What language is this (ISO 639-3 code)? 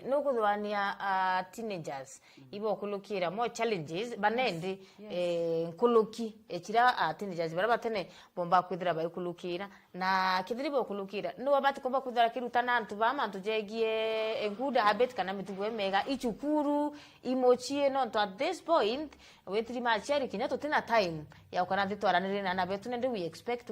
mer